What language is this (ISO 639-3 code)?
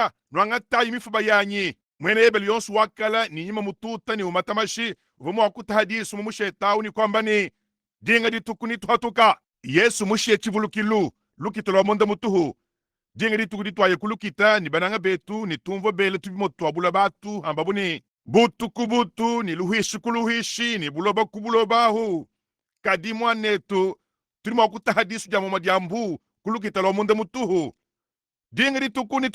lua